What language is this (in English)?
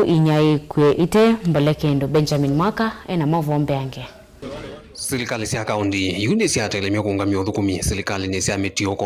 Kamba